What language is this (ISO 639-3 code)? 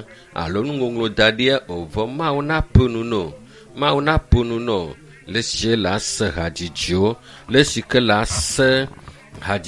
ewe